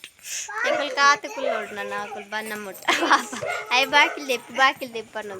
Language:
Tulu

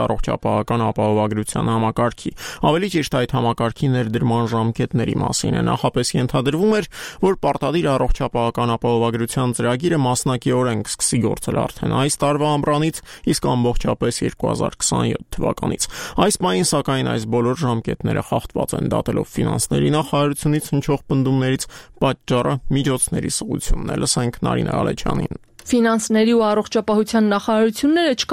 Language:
Armenian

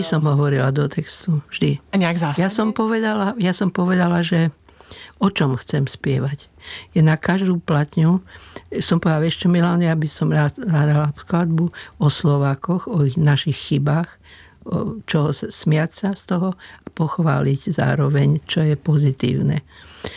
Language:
Slovak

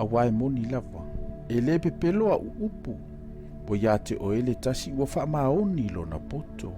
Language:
Samoan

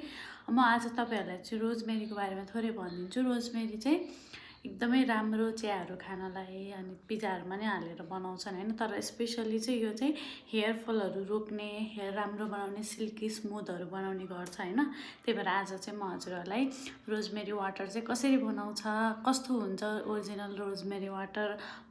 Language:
Nepali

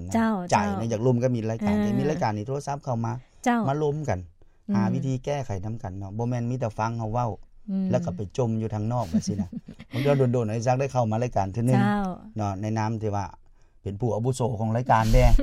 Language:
Lao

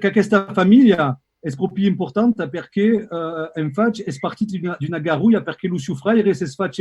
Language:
Occitan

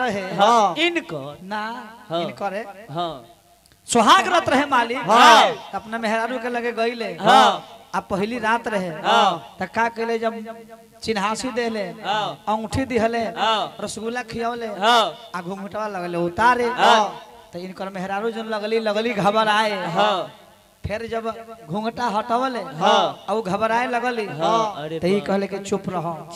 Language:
Bhojpuri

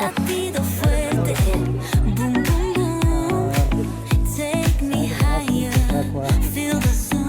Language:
Santali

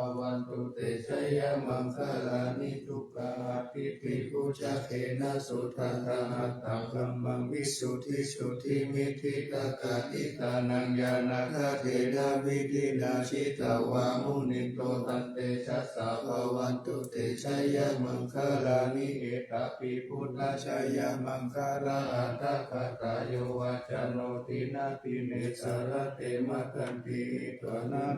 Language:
Pali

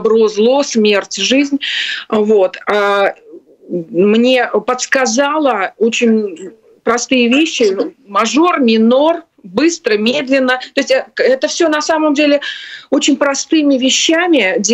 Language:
Russian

